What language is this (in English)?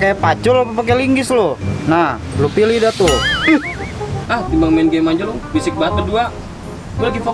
Betawi